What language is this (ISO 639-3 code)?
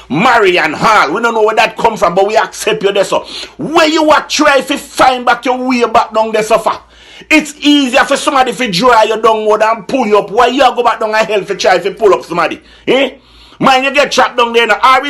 jam